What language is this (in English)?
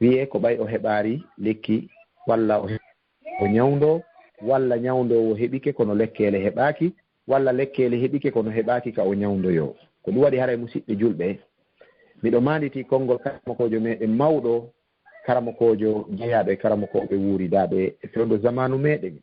Fula